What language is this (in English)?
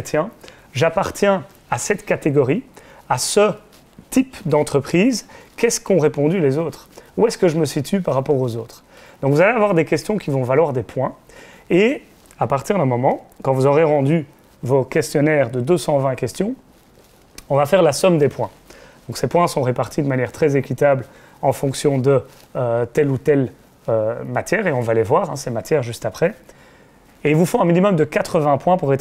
French